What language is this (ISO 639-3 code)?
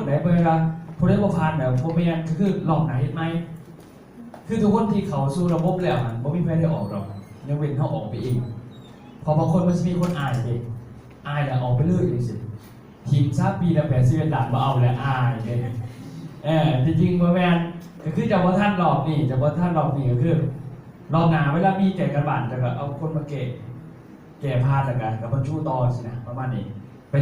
lao